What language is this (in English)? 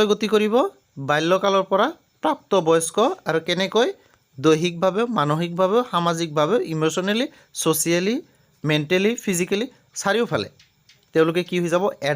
Assamese